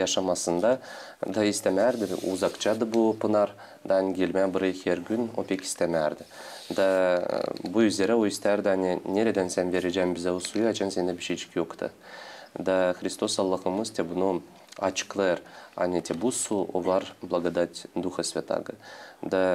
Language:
Gagauz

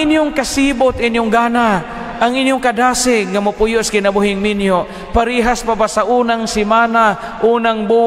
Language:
Cebuano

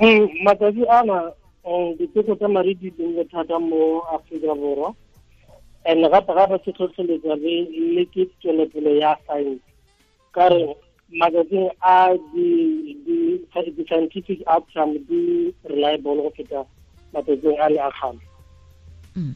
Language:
Tswana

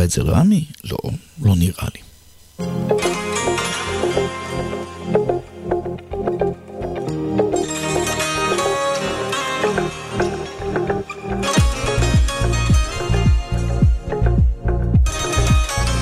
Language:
Hebrew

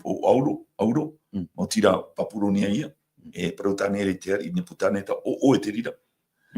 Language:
Tahitian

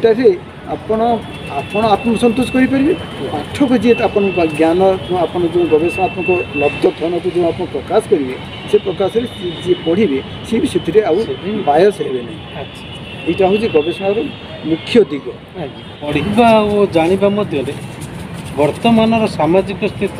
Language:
Odia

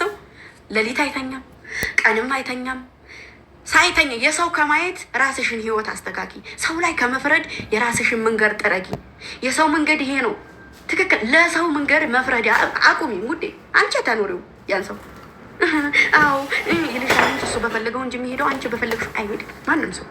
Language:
Amharic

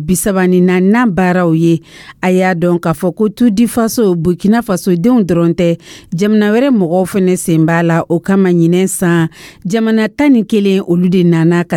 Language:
Dyula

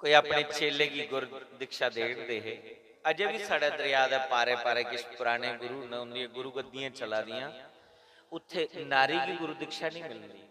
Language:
Dogri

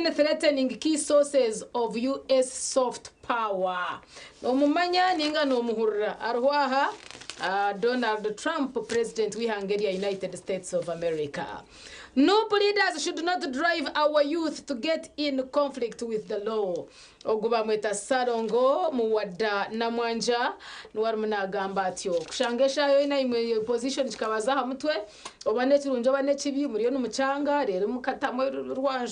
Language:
Nyankole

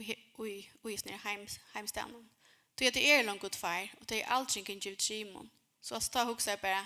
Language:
Faroese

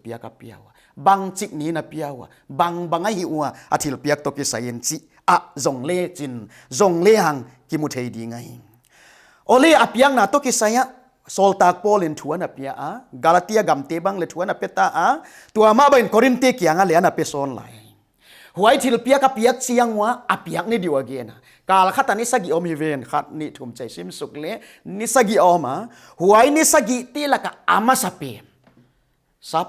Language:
Paite Chin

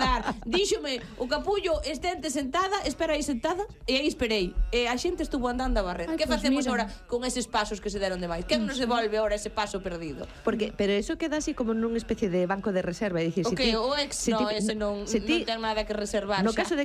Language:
Galician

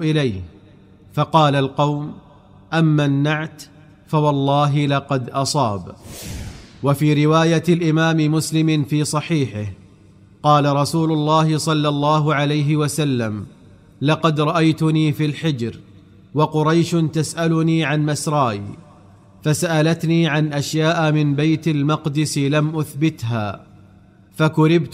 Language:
Arabic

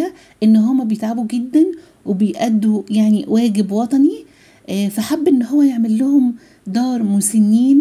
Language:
Egyptian Arabic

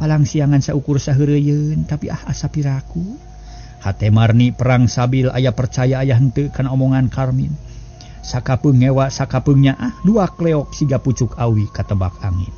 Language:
Sundanese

